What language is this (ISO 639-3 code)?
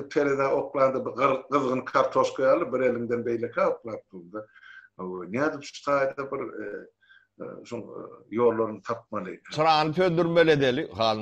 tuk